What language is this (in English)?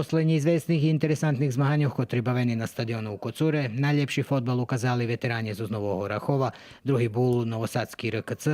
Rusyn